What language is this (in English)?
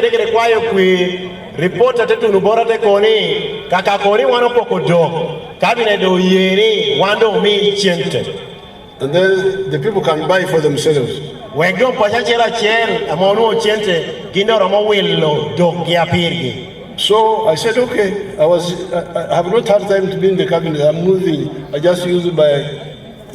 Lango (Uganda)